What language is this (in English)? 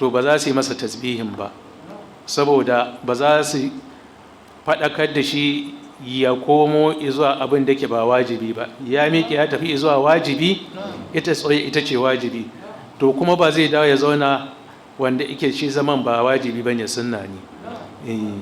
Hausa